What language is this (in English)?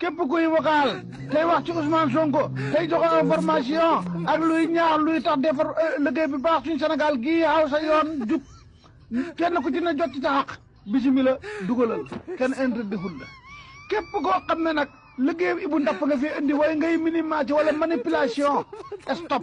Wolof